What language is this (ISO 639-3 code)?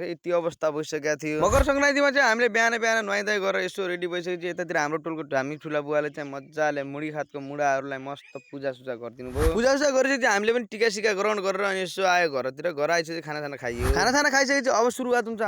nep